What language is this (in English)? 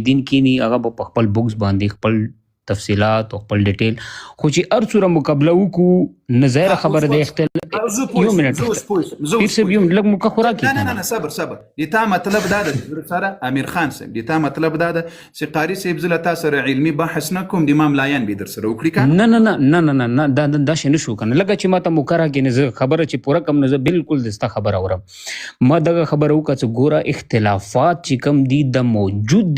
Pashto